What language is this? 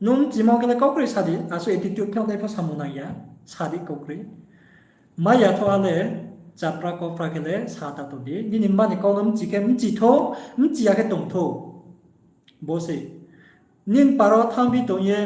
Riang (India)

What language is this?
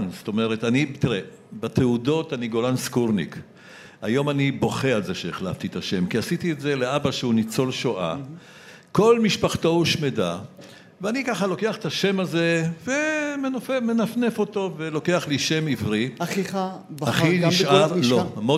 Hebrew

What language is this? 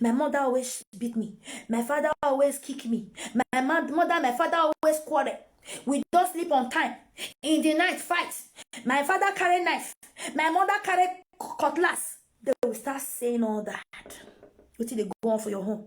Nigerian Pidgin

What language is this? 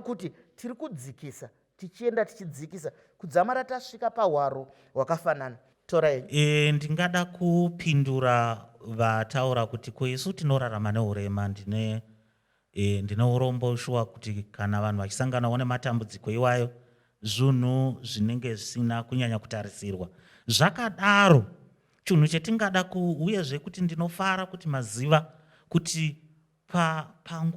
Shona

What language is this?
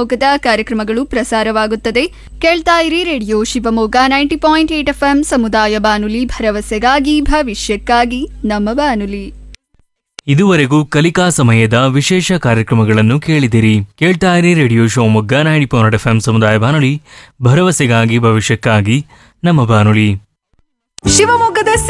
Kannada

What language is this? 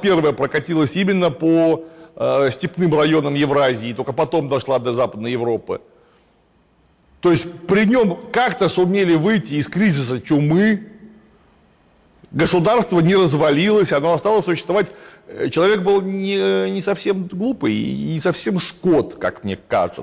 Russian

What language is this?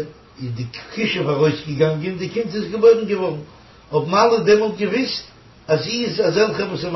Yiddish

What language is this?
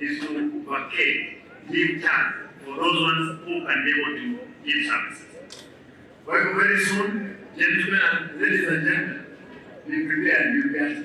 Gusii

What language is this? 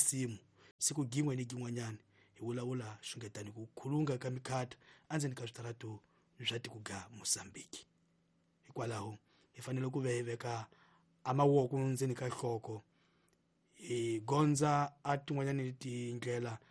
Tsonga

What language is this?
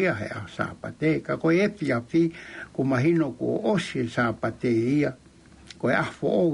Tongan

